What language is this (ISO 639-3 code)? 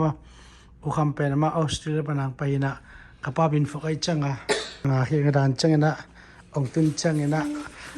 ctd